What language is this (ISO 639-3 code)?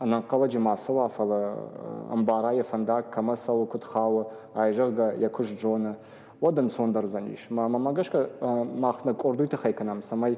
oss